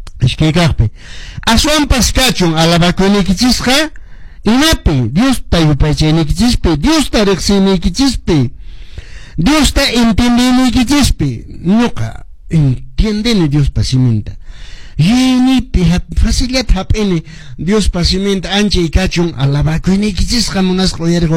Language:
Quechua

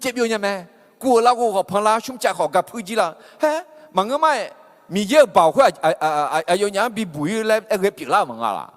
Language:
Akha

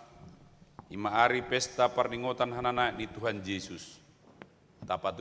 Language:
Batak Toba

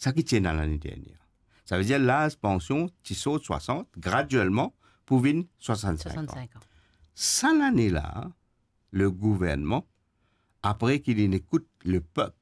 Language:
Morisyen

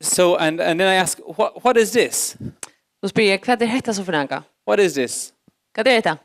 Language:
Faroese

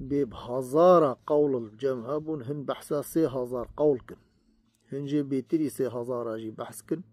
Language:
Kurdish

